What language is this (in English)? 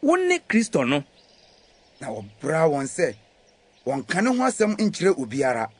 Akan